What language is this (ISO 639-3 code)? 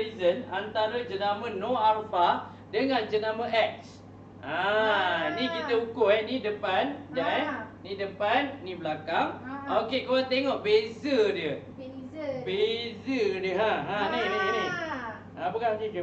msa